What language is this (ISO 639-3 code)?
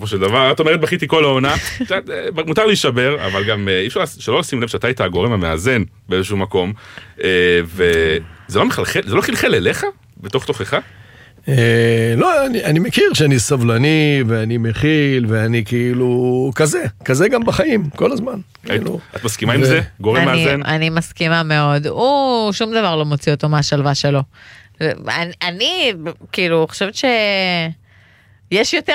heb